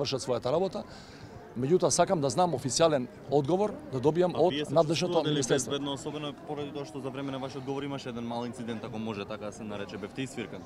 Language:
Macedonian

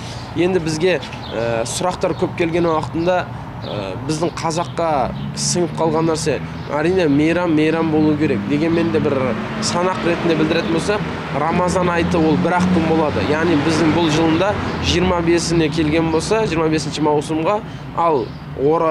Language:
Kazakh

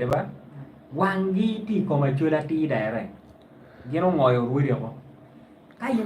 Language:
Acoli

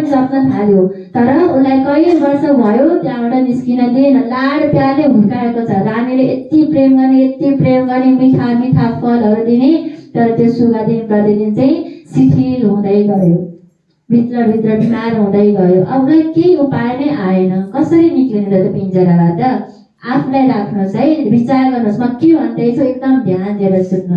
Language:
Nepali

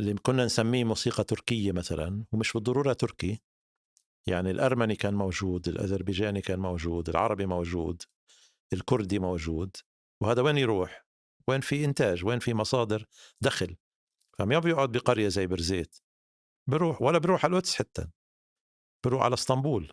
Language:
North Levantine Arabic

